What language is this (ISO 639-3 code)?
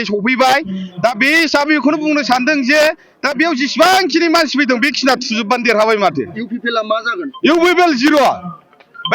brx